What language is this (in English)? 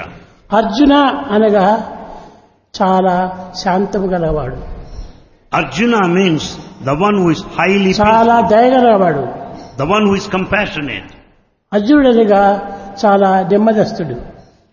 Telugu